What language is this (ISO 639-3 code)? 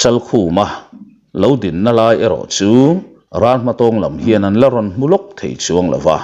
lus